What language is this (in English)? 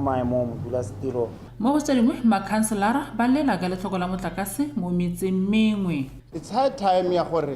Tswana